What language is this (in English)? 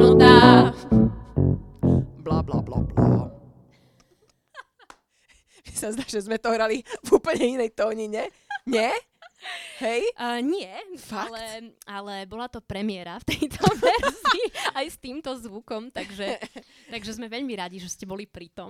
Slovak